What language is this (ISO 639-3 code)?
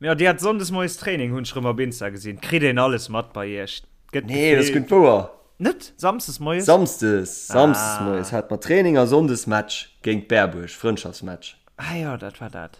ltz